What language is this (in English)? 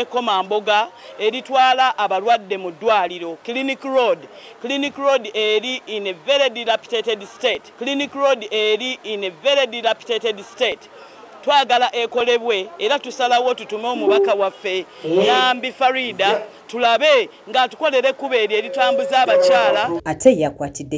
Ganda